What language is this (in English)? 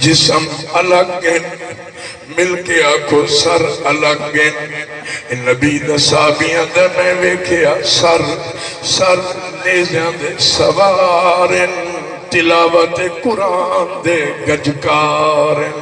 Saraiki